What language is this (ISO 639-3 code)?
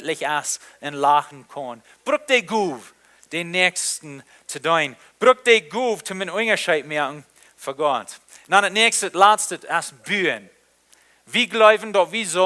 pdt